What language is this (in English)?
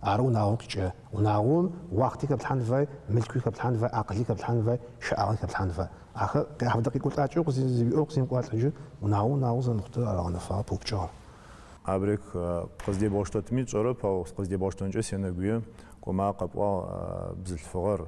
Adyghe